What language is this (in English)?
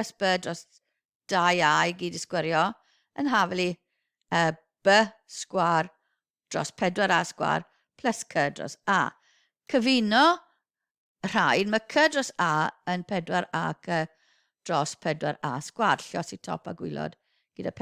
Welsh